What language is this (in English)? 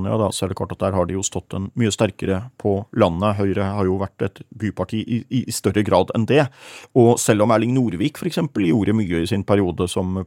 Norwegian